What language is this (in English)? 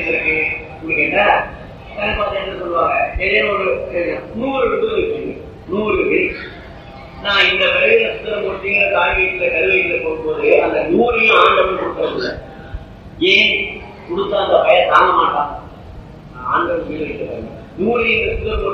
Tamil